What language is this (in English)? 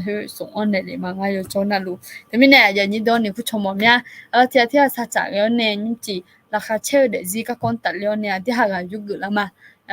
Akha